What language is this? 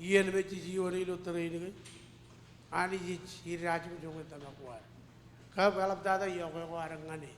Marshallese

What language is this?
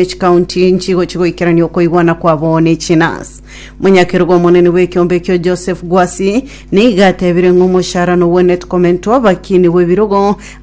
Gusii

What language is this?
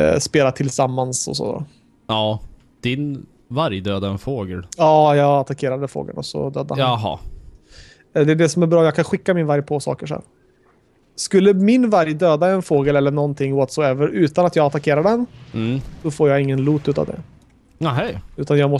Swedish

